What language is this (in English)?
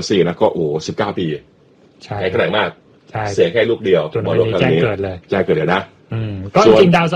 Thai